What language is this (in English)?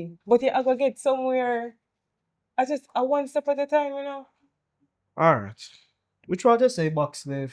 Jamaican Creole English